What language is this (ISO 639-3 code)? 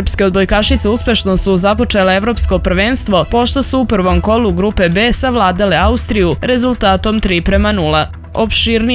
srp